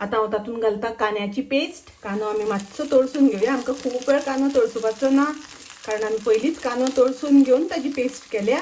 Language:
Konkani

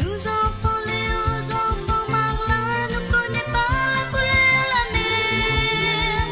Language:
Morisyen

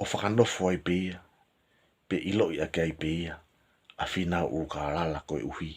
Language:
Tongan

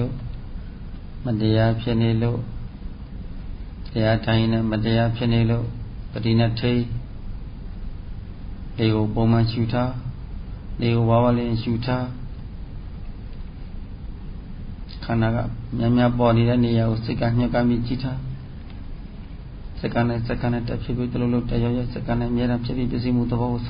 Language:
Burmese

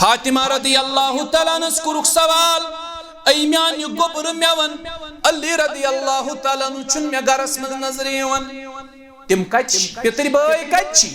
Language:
Kashmiri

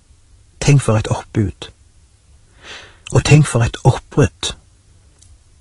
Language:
Norwegian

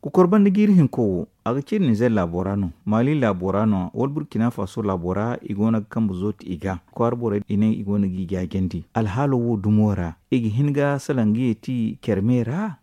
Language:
Zarma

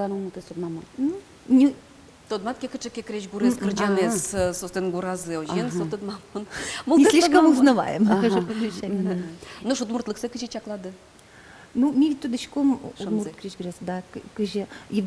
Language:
Udmurt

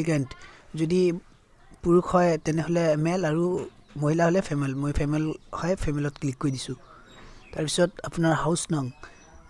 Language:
Assamese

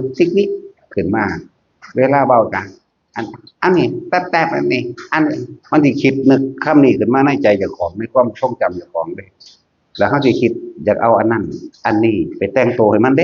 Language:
Northeastern Thai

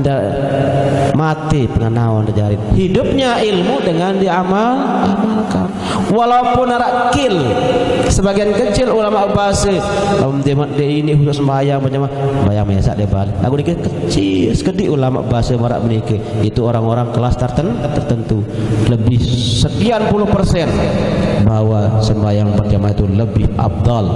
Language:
Sasak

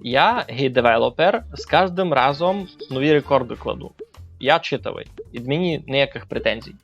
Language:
Rusyn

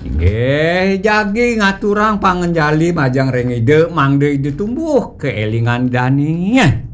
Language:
Balinese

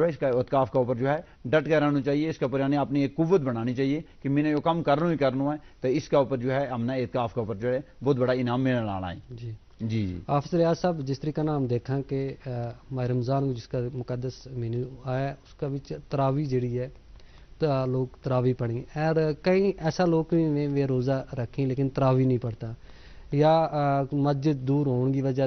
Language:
Gujari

